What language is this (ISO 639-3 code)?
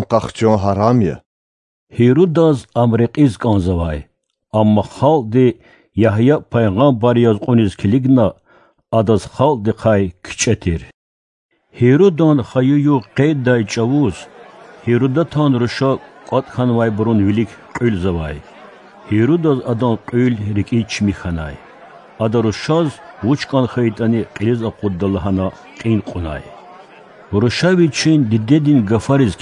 lez